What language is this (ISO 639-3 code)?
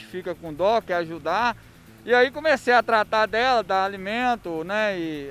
por